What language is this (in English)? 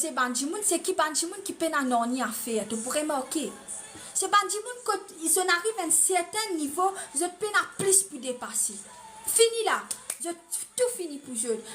Morisyen